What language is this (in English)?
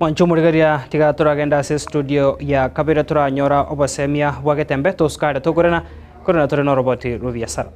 Gusii